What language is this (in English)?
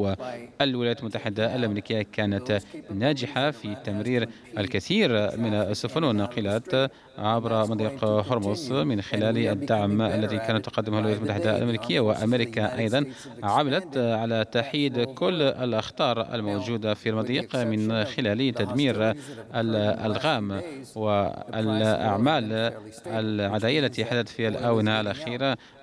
Arabic